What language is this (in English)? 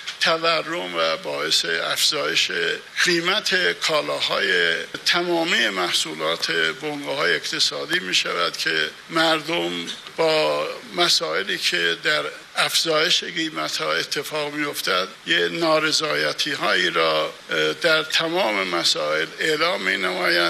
Persian